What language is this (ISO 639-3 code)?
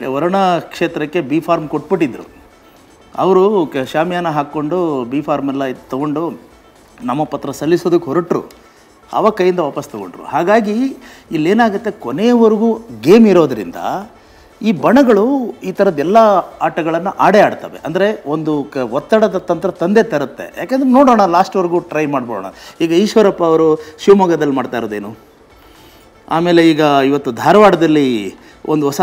kan